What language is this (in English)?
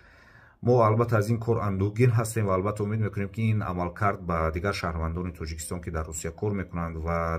Tajik